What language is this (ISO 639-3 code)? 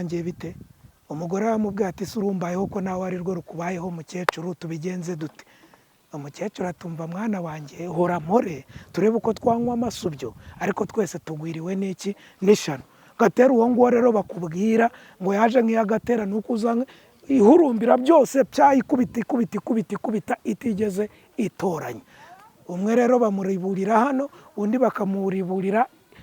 kin